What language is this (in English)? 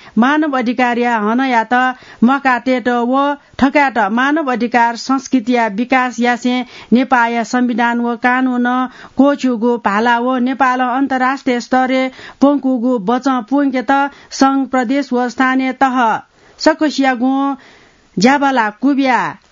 Newari